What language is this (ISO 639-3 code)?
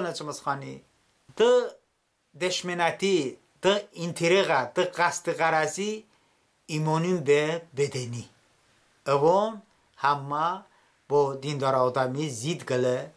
tly